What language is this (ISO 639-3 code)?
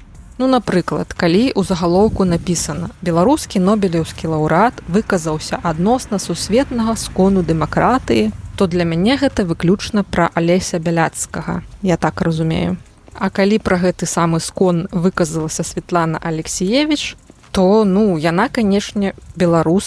bel